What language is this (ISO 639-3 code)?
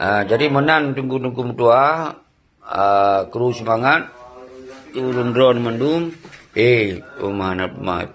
ace